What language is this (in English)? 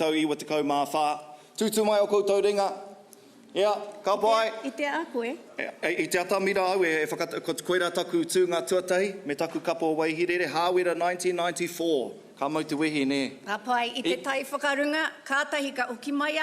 Māori